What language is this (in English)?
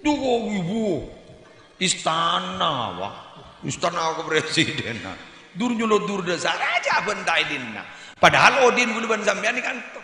Madurese